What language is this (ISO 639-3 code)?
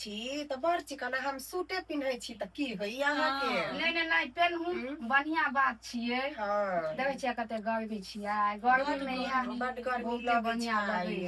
mai